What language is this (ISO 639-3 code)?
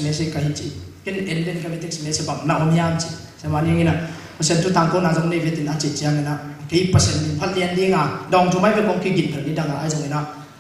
ctd